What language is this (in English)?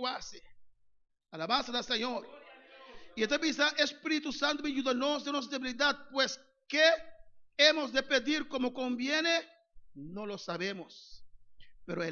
Papiamento